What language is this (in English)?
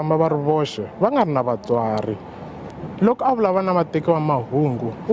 Tsonga